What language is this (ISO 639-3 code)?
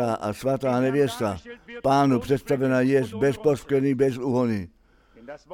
ces